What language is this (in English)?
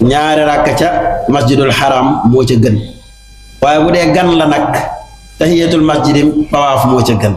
Wolof